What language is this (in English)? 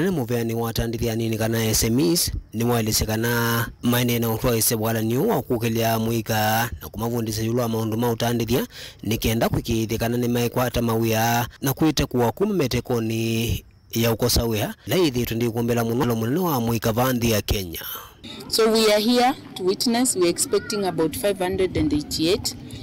Kamba